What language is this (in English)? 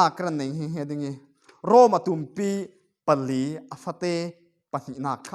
Falam Chin